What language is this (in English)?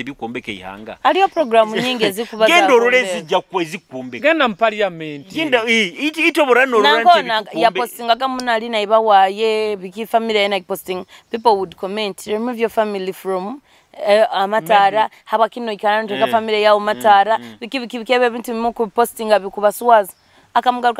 Nyoro